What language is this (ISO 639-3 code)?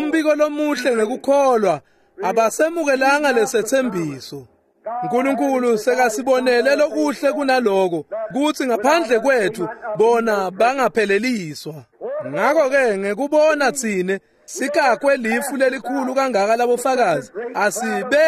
ssw